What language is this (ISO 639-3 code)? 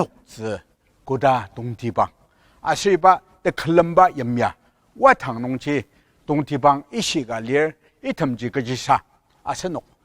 njo